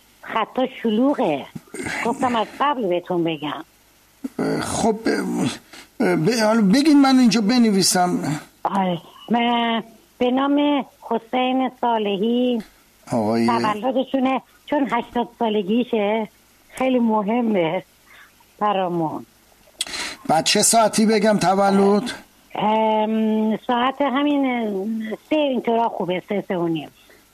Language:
Persian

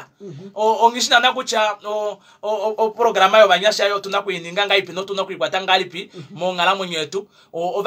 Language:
Kuanyama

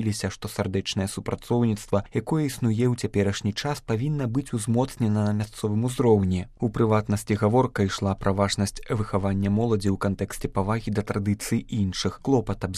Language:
Belarusian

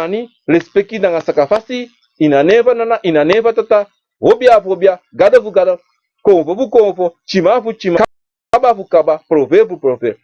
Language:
Sranan Tongo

